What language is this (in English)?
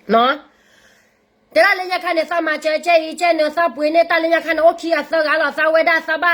S'gaw Karen